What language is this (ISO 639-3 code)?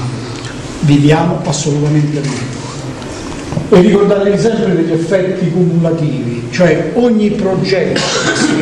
ita